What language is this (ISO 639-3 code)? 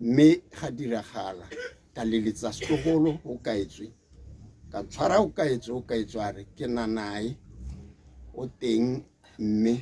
tsn